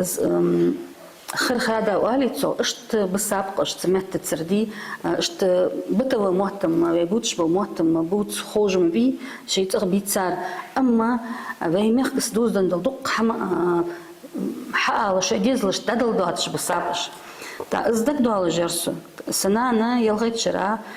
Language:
Ingush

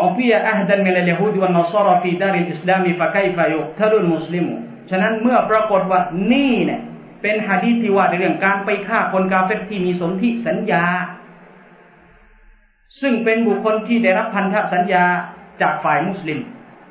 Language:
Thai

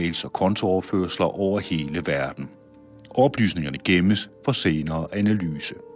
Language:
Danish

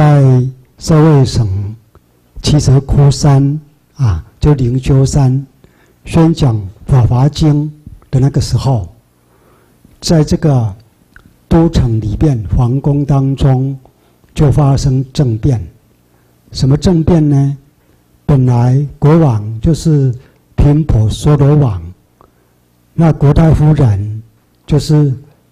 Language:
Chinese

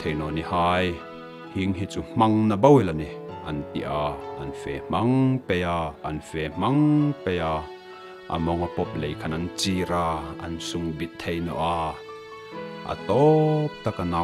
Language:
Hmar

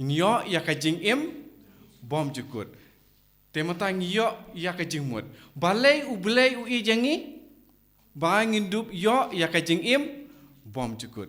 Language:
Khasi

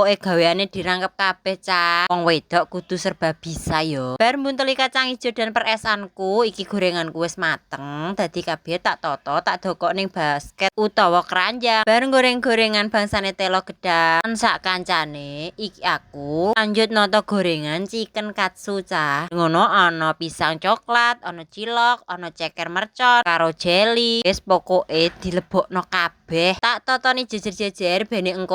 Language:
Javanese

